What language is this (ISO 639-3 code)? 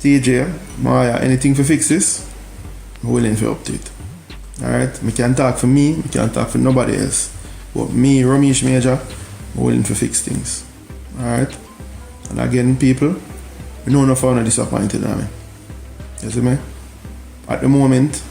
jam